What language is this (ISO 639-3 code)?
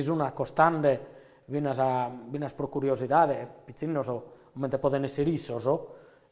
srd